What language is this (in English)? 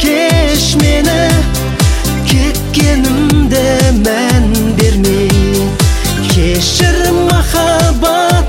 Kazakh